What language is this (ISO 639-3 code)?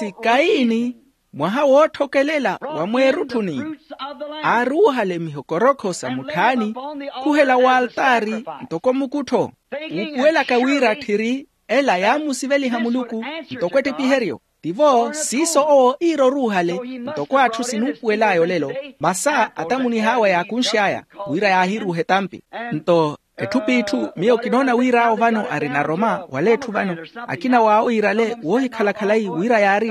vmw